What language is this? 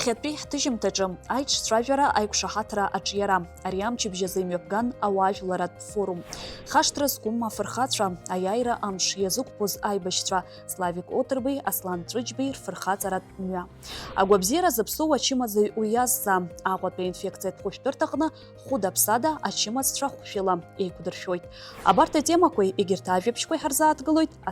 Abkhazian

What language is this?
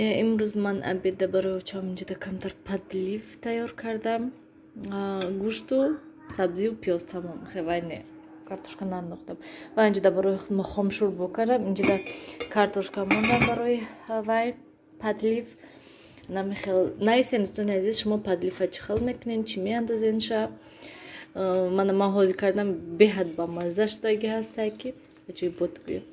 Tajik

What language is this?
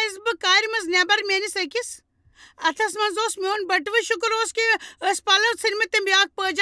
Kashmiri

